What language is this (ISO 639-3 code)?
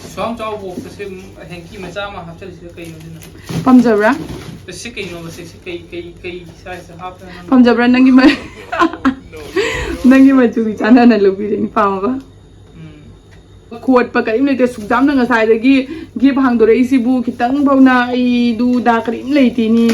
mni